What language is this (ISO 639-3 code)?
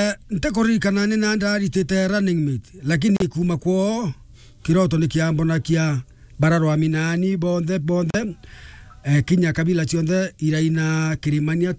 mer